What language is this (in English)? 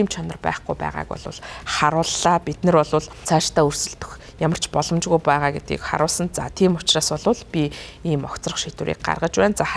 Mongolian